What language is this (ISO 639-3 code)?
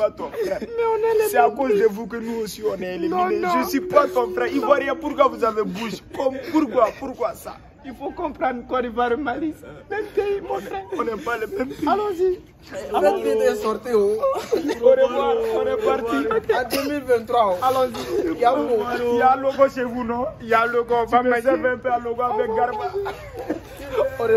fra